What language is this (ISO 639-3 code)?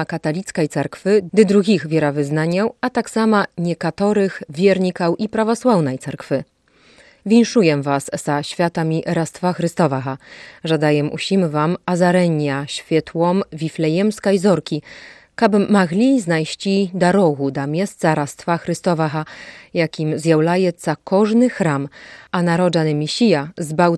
bel